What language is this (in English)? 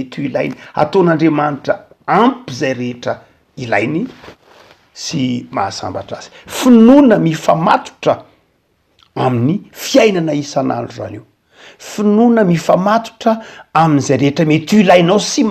Malagasy